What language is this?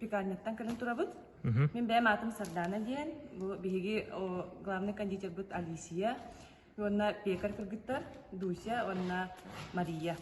Yakut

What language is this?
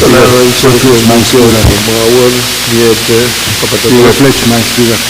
Pohnpeian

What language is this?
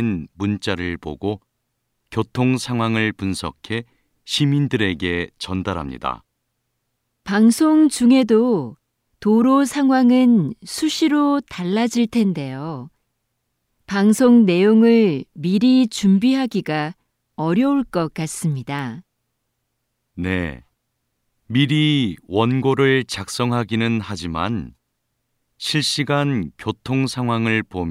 Korean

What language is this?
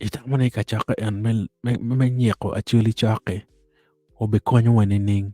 Acoli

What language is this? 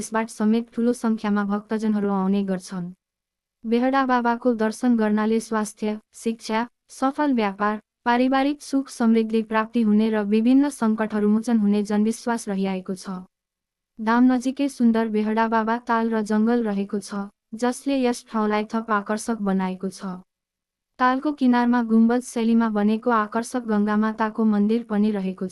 Nepali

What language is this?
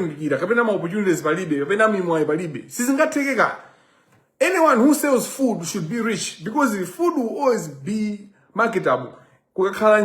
Nyanja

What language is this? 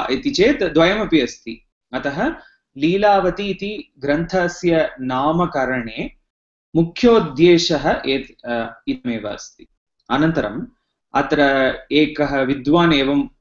Sanskrit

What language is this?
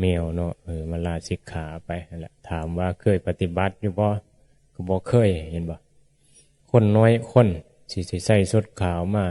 Northeastern Thai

